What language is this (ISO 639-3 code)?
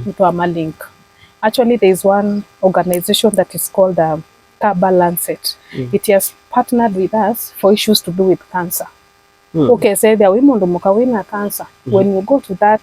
kam